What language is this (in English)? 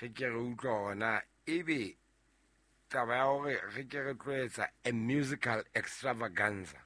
Southern Sotho